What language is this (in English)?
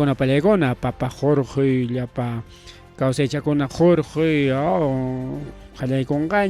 Ayacucho Quechua